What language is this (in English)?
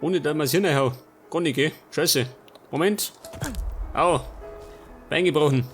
Bavarian